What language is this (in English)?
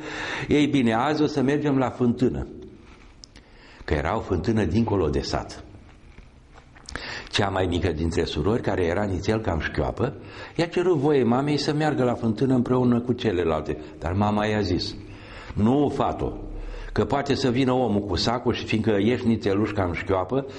Romanian